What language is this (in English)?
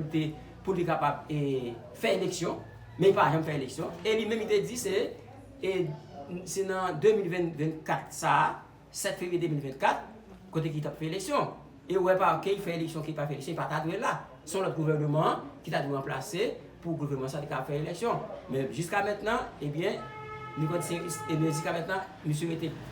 Haitian Creole